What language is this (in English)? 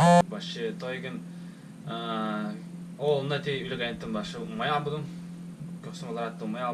Yakut